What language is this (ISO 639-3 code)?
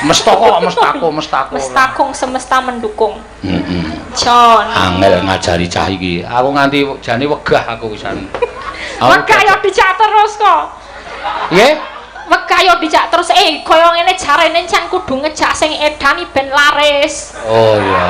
jav